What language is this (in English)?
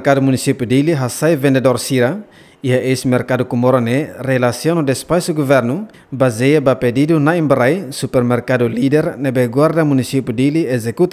Tetum